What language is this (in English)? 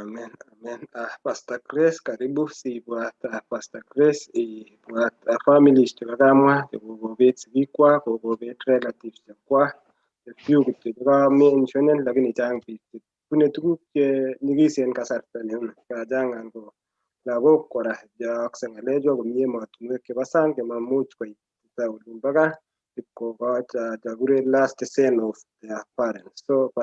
Kalenjin